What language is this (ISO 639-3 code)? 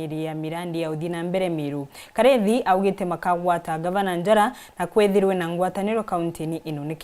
mer